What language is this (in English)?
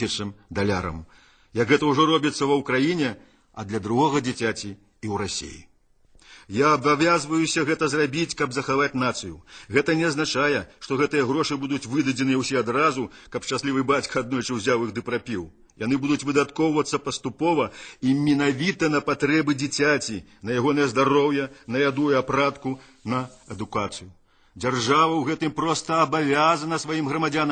Belarusian